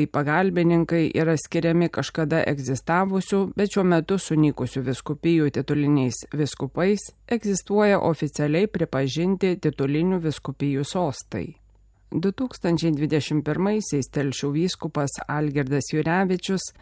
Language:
Lithuanian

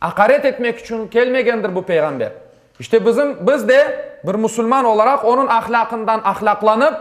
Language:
Crimean Tatar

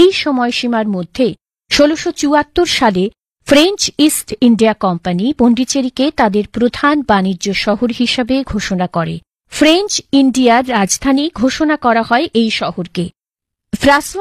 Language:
Bangla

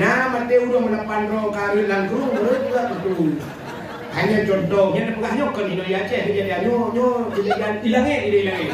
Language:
Achinese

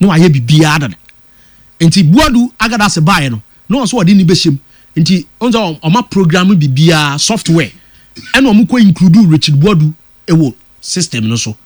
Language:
Akan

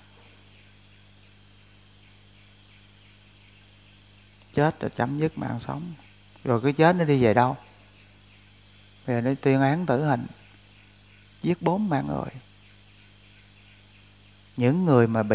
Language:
Vietnamese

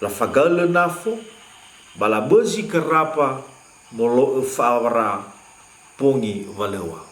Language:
Nias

